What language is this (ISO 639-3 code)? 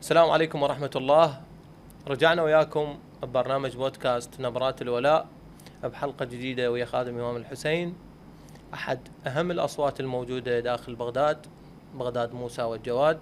acm